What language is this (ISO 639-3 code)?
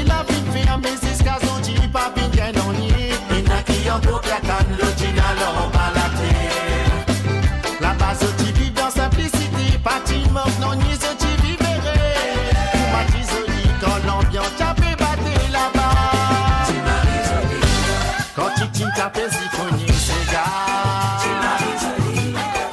mfe